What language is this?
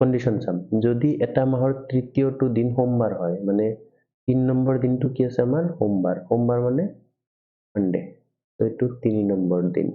Assamese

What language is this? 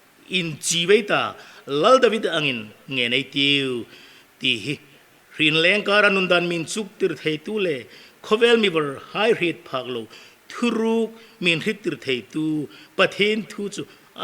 Hmar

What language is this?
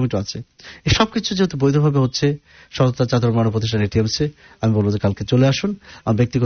Bangla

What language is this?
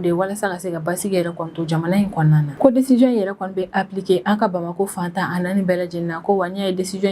Bambara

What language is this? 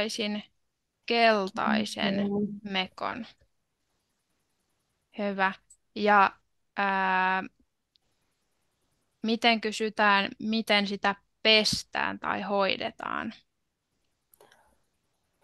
Finnish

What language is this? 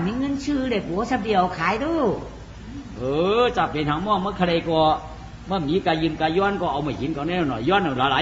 Shan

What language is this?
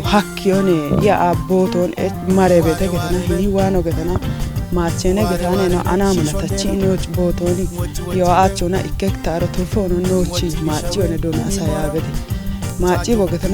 Kafa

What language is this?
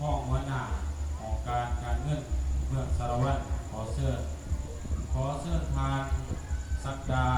Lao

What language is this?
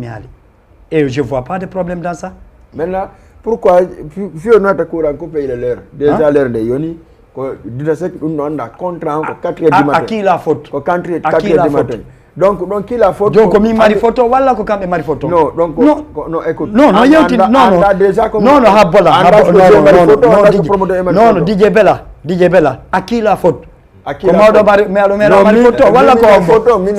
Fula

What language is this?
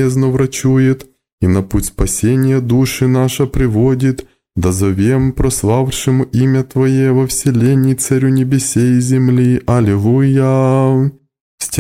Russian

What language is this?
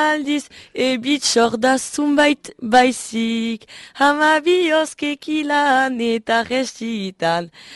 Basque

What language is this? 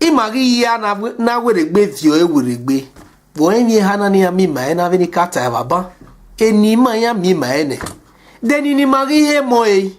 Bini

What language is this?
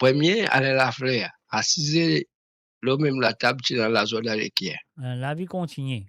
Morisyen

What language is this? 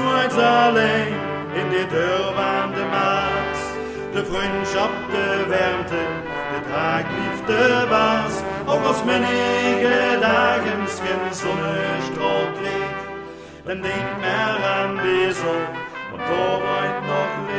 Dutch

